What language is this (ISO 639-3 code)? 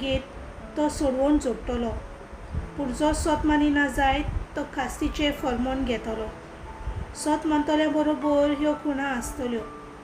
kok